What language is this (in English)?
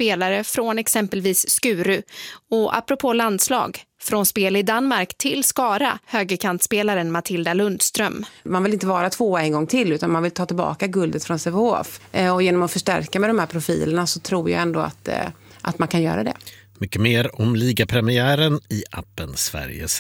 Swedish